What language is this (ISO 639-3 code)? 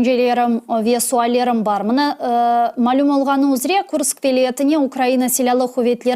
crh